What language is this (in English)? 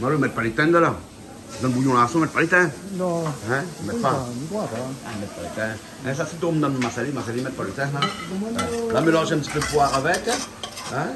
Réunion Creole French